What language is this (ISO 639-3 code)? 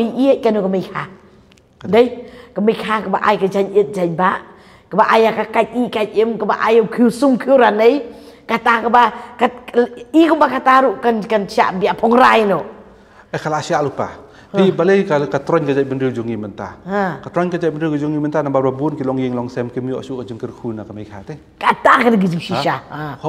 kha